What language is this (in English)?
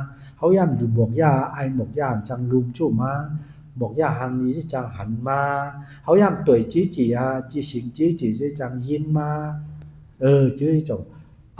Shan